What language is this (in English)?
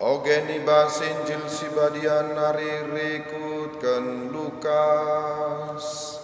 Batak Karo